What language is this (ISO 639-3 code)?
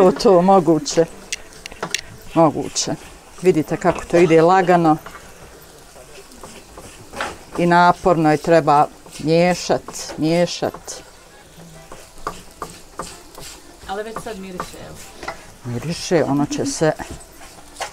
bos